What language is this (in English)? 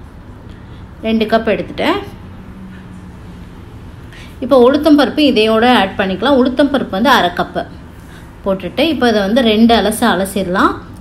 Tamil